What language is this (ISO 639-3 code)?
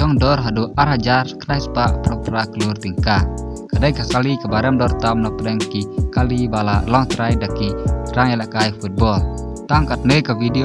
kha